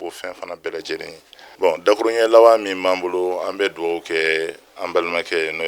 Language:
Bambara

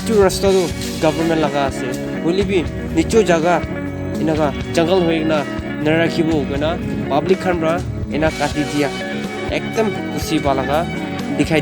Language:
Naga Pidgin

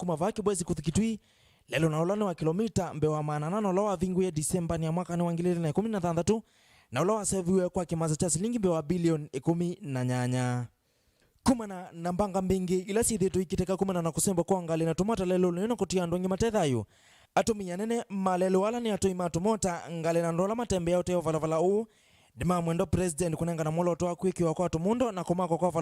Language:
Kamba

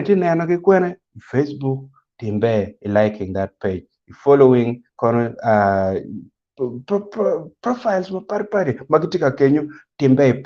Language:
Acoli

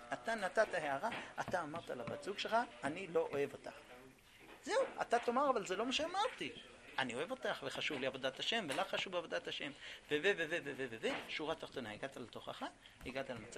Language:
Hebrew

